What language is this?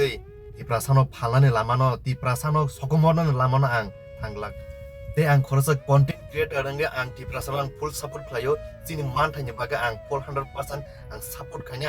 Kok Borok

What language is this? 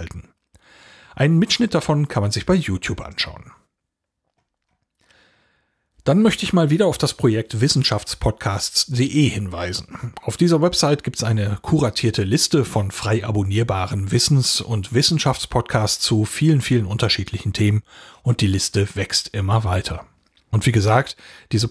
German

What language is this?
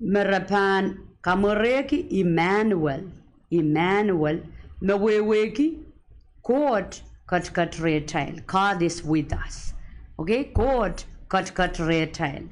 Pohnpeian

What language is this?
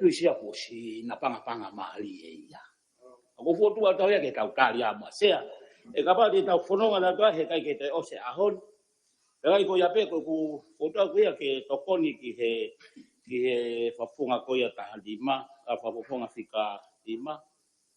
Tongan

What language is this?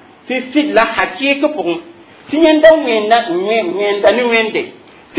Mossi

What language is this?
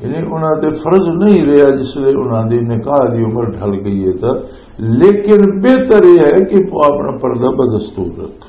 Western Panjabi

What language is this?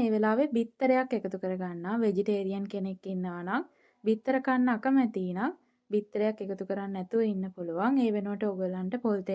Sinhala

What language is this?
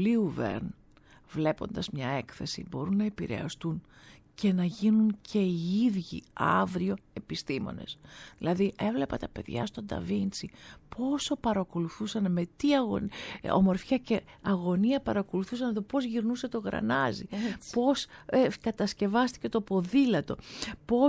Greek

